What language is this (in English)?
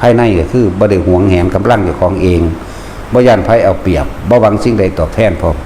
Northeastern Thai